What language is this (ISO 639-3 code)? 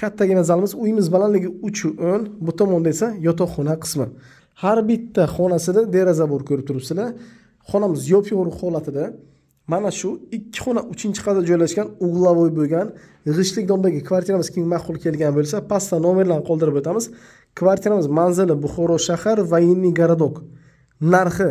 uzb